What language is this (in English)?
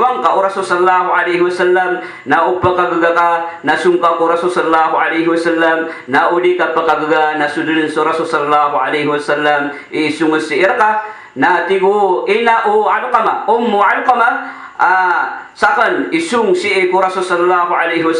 Maranao